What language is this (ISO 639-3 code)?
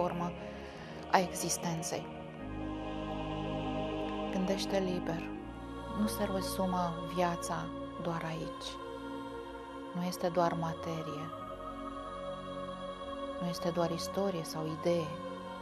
ron